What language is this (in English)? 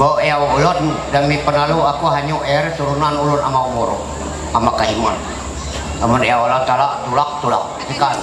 Ma'anyan